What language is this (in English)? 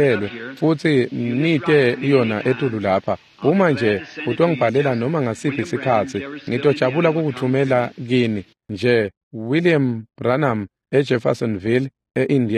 Swati